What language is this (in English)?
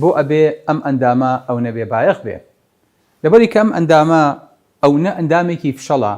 Central Kurdish